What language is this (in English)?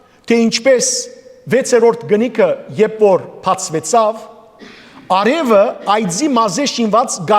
Western Armenian